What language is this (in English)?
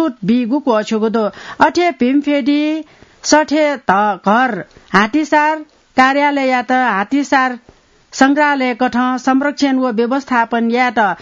Newari